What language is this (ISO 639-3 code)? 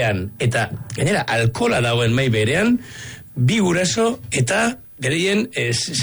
eus